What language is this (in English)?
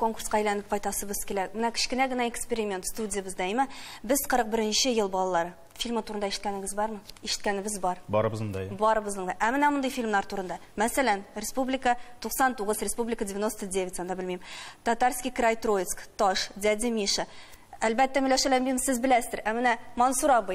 Tatar